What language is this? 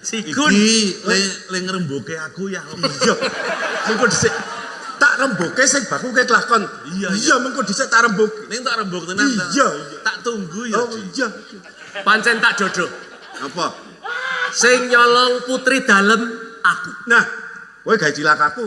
Javanese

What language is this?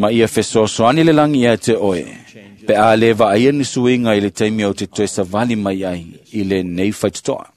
Samoan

